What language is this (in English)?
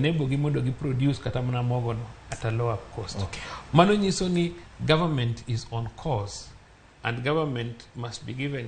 Luo (Kenya and Tanzania)